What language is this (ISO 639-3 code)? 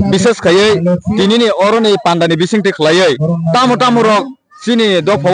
trp